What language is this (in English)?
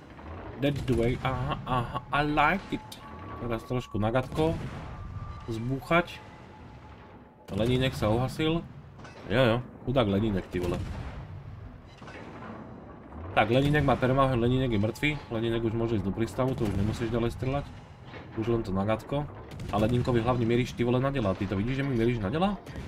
Slovak